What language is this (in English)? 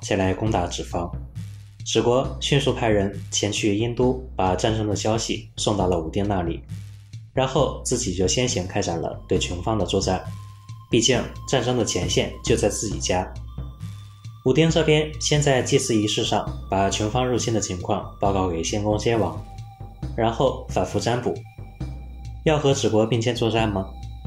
Chinese